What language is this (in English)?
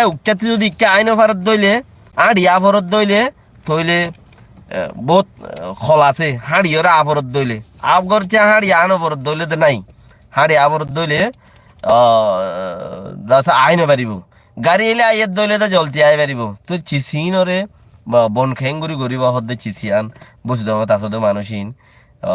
Rohingya